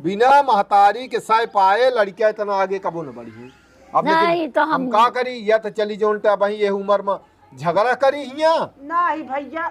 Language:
Awadhi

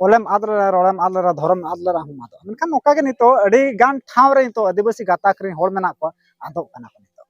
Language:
Santali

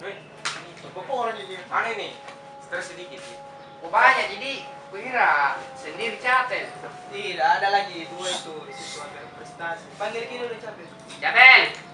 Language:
Makassar Malay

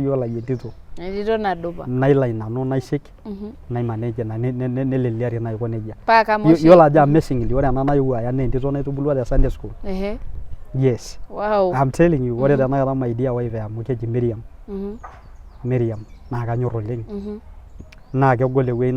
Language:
Masai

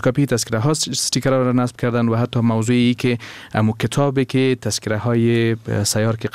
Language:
Persian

